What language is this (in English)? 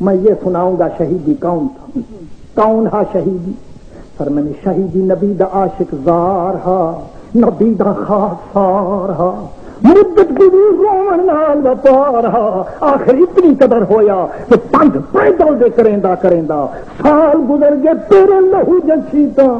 Saraiki